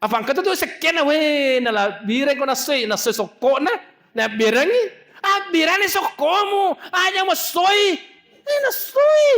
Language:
Buginese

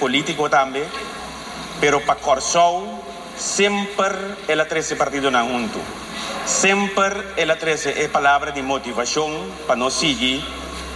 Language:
Papiamento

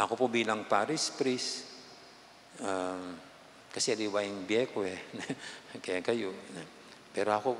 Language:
Pampanga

